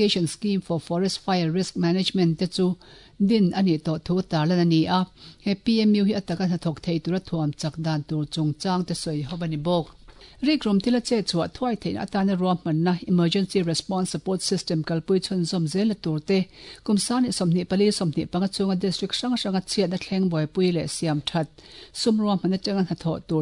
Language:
Mizo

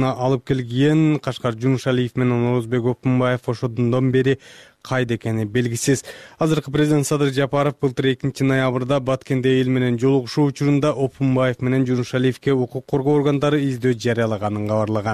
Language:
Kyrgyz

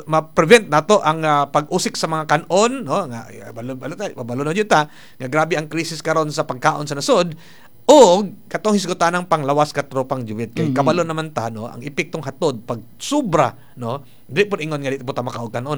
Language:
Cebuano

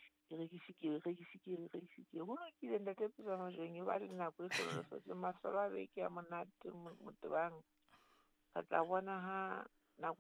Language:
Southern Sotho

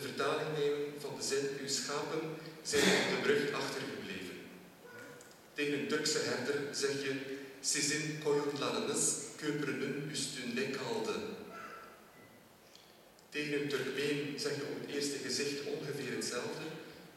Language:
Dutch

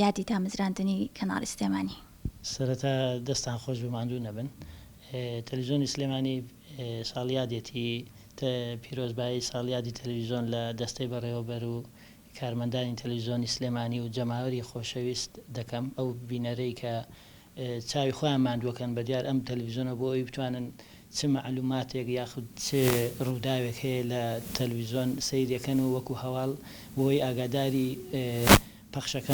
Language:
Central Kurdish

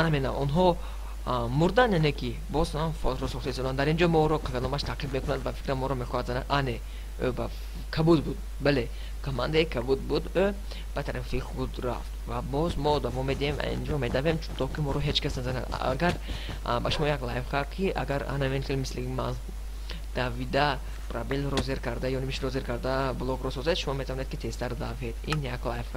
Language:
Tajik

